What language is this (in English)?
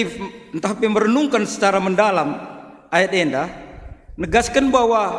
Batak Karo